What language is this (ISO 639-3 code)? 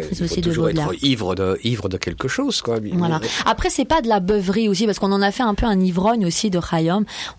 fra